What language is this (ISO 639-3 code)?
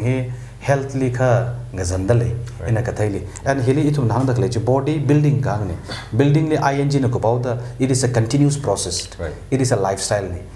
nmf